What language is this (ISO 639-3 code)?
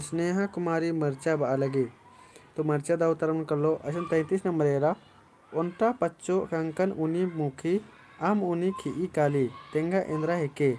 kru